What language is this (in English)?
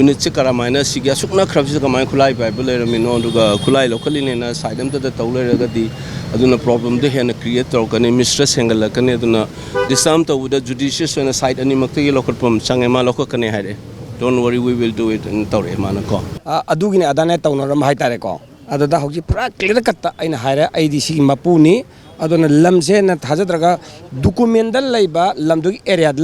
Manipuri